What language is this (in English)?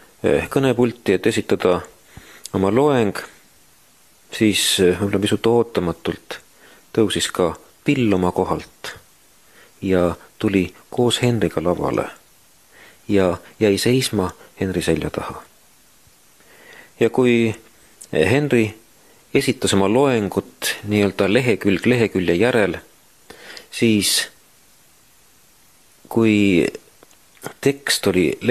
Estonian